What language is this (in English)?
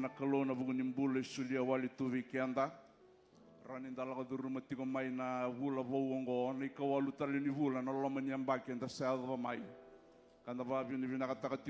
Fijian